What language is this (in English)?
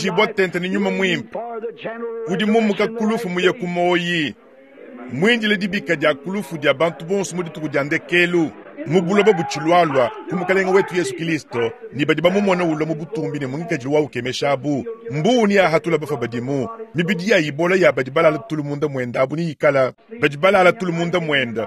Luba-Lulua